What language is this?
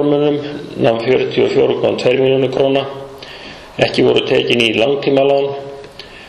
Icelandic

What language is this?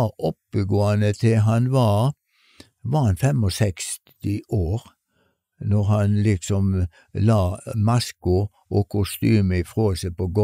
Norwegian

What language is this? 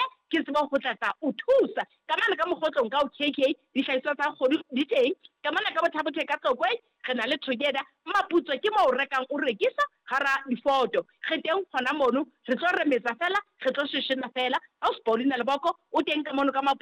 Southern Sotho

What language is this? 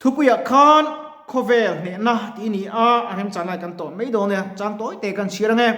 Mizo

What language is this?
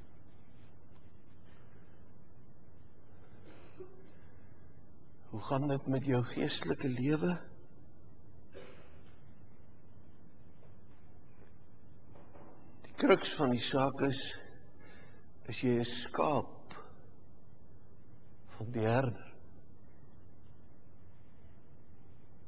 Afrikaans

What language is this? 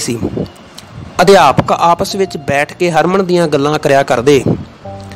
Punjabi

